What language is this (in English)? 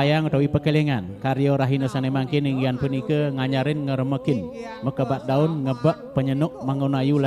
Balinese